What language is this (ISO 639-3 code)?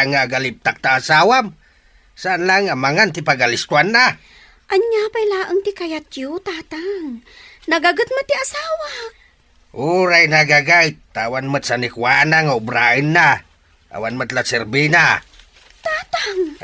ilo